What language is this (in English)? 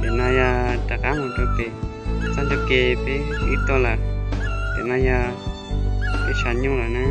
Hmong